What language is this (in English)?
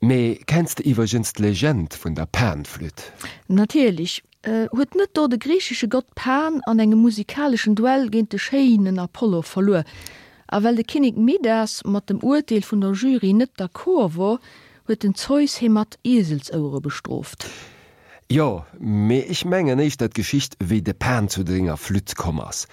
Luxembourgish